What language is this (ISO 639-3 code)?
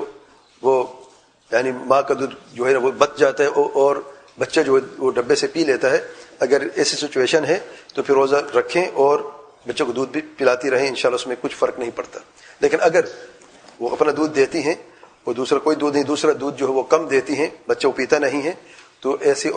urd